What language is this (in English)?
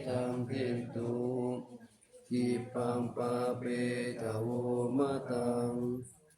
Pali